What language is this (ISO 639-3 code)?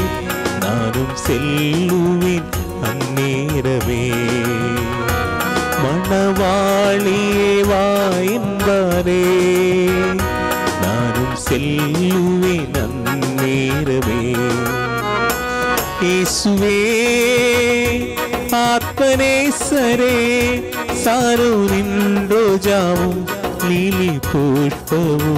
tam